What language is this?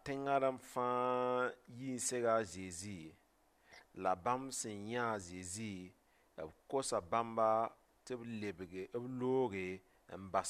Mossi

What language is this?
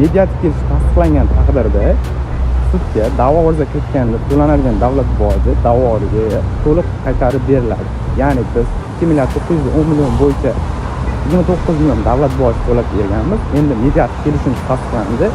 Uzbek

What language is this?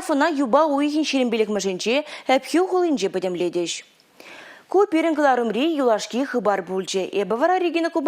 Chuvash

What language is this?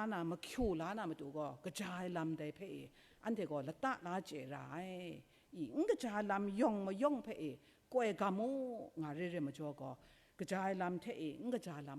Kachin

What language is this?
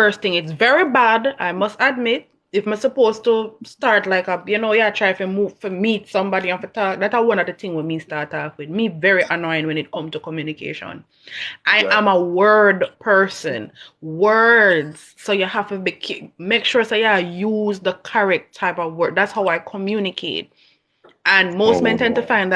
Jamaican Creole English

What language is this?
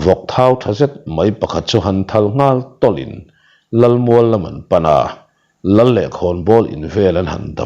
Mizo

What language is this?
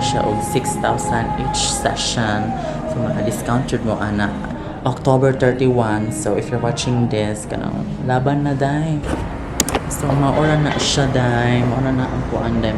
Cebuano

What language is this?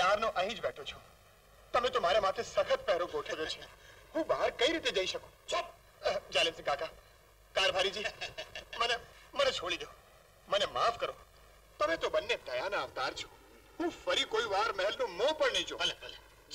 Gujarati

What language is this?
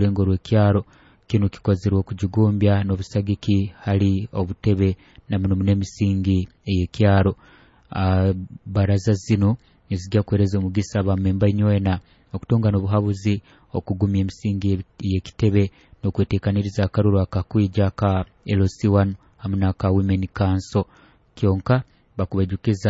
Nyoro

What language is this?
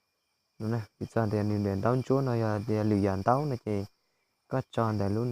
Hmong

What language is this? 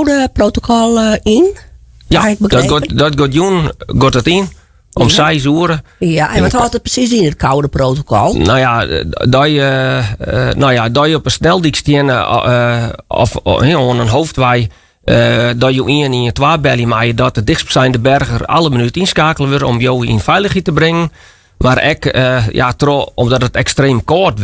Western Frisian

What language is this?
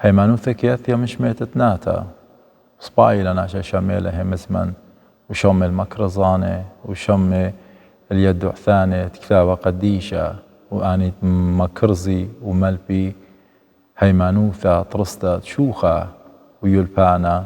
Assyrian Neo-Aramaic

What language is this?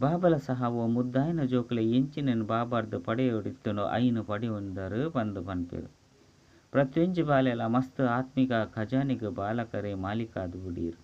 Tulu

